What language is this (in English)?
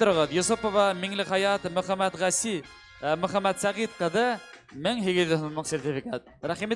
Bashkir